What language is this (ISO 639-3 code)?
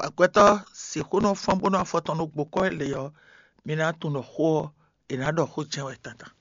fon